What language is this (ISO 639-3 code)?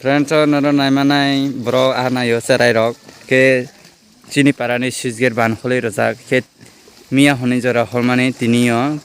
trp